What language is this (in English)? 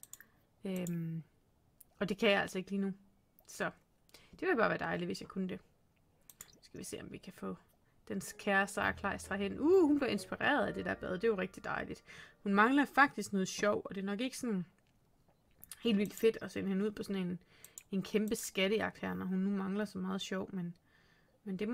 Danish